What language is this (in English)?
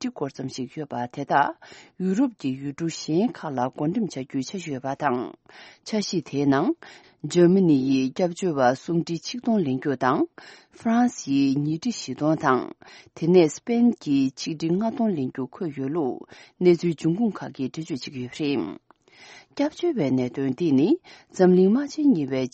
Tibetan